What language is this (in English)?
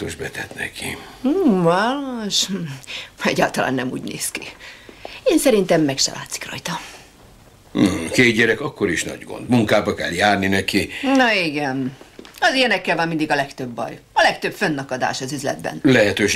Hungarian